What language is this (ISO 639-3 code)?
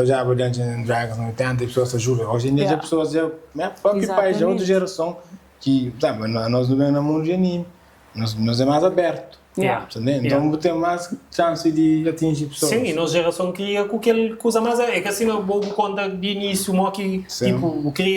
kea